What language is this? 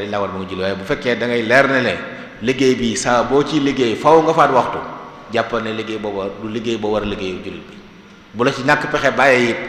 Wolof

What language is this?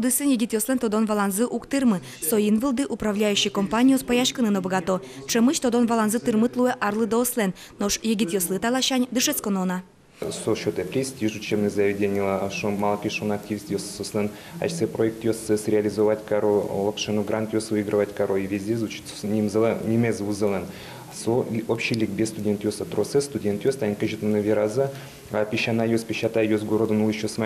Udmurt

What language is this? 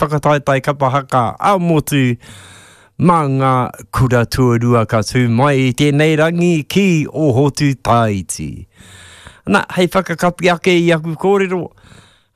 Māori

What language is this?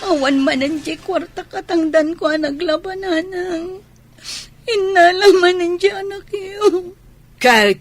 Iloko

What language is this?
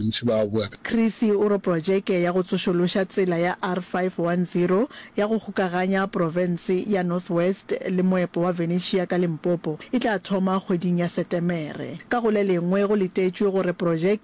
Northern Sotho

